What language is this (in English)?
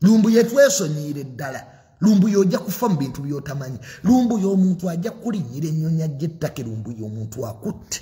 Ganda